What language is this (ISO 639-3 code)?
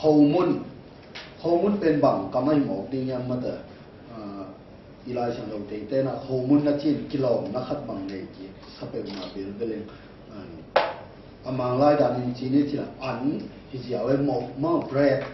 ctd